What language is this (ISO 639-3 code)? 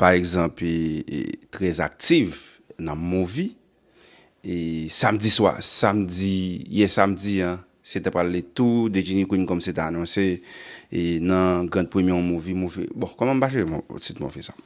hat